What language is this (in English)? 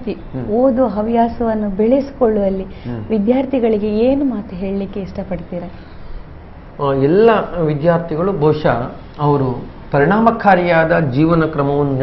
Kannada